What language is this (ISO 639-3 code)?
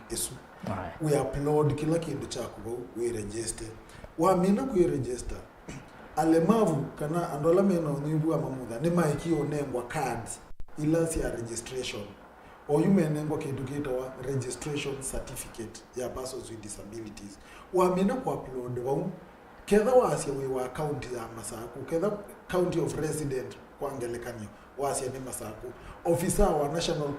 kam